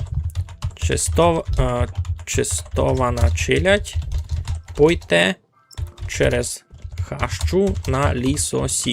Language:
Rusyn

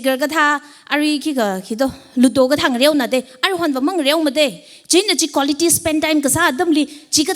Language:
Tangkhul Naga (India)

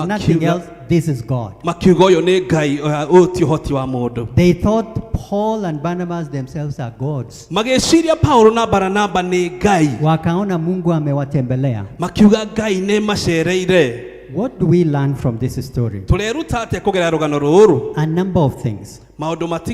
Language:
Kikuyu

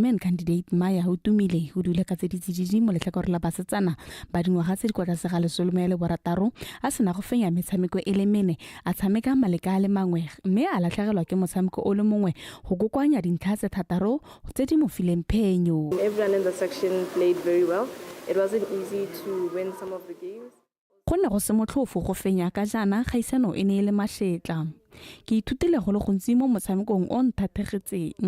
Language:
Tswana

